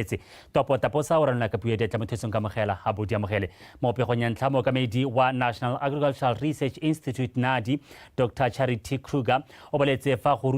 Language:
Tswana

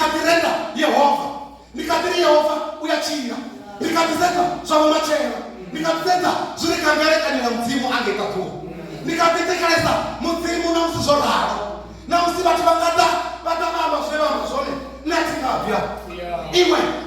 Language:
Venda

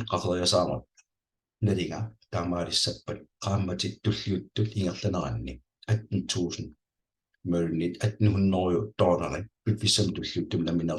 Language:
Kalaallisut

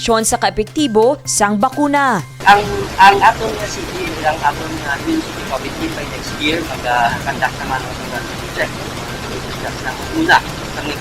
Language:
Hiligaynon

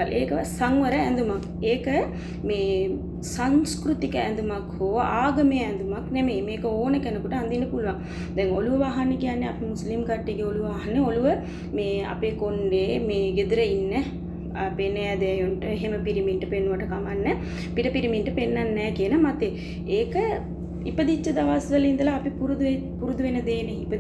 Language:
Sinhala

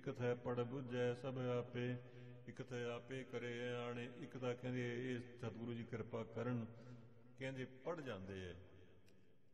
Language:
Punjabi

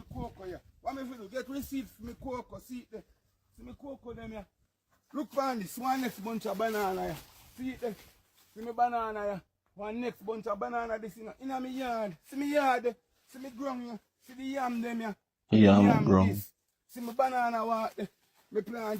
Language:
Jamaican Creole English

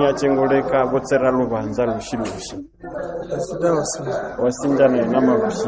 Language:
Nande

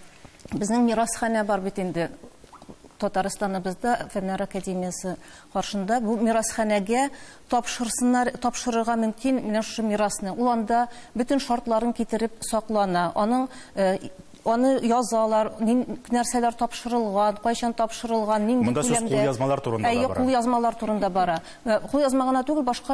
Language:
Tatar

